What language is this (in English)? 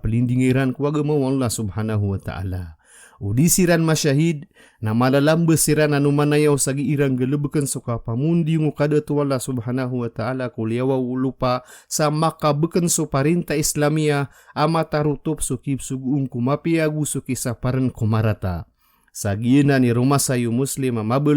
Maranao